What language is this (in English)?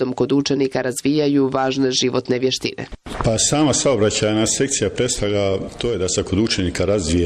Bosnian